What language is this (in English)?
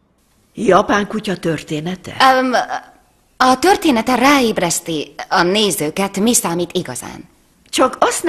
Hungarian